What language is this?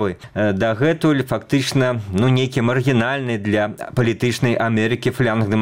Belarusian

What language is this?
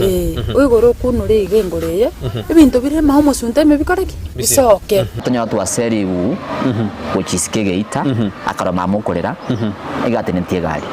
Gusii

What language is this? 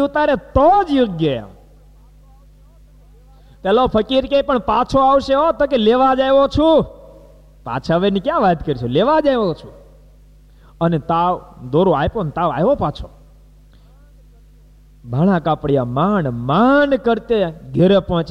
Gujarati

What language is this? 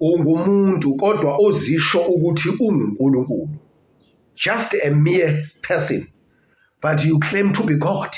Zulu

